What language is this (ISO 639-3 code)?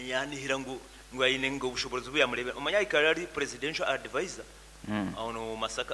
nyn